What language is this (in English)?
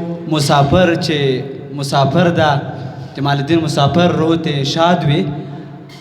Pashto